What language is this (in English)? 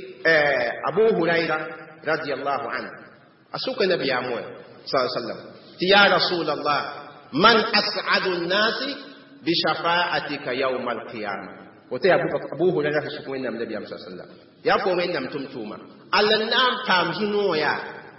Mossi